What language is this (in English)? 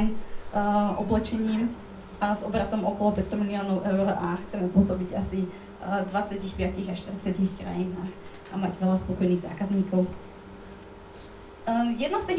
Slovak